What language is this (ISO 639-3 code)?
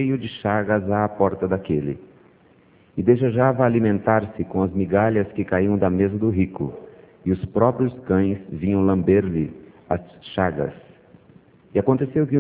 por